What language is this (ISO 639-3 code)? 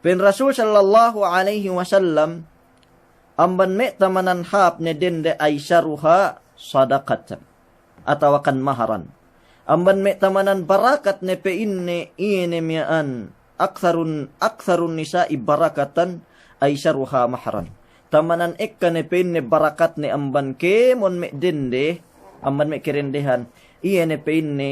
yka